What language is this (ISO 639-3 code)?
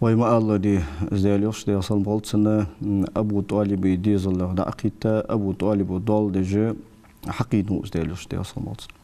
inh